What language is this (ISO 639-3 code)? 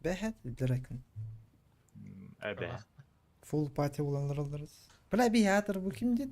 sah